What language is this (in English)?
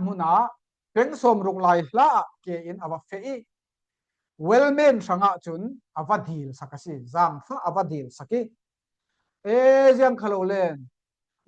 Falam Chin